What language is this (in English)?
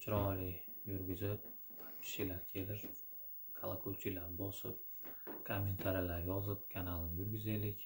Uzbek